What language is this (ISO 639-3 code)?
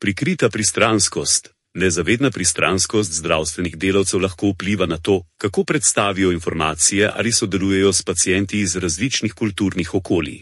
slv